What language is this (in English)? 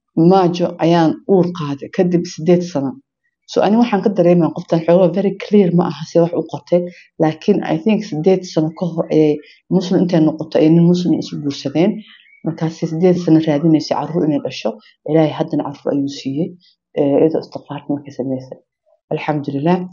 Somali